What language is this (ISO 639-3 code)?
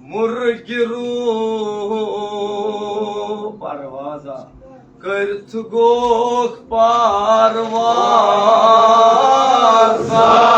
kas